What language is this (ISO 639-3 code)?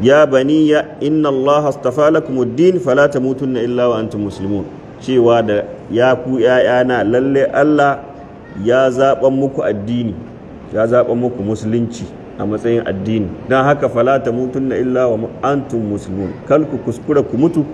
hau